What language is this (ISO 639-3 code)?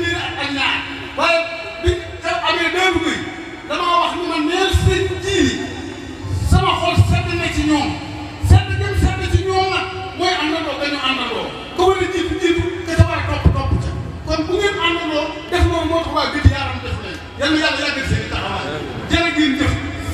wol